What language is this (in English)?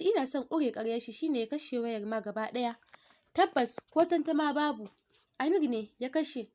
Hausa